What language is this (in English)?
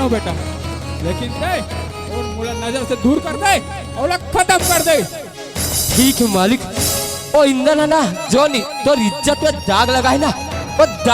Chhattisgarhi